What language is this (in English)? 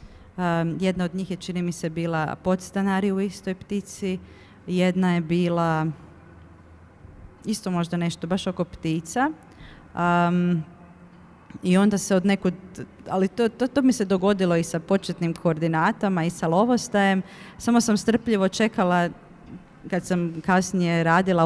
Croatian